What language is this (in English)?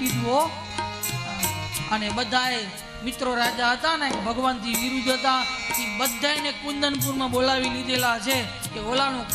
Gujarati